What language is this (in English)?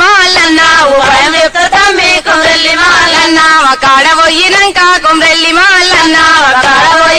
Telugu